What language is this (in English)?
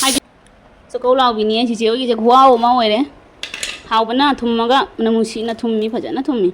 Manipuri